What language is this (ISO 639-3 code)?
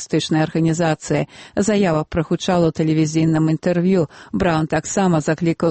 bel